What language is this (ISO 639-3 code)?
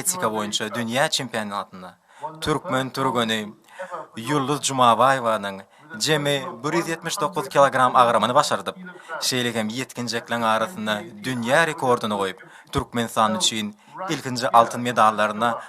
tuk